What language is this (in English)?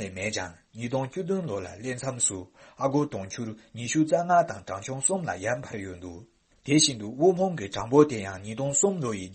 Tibetan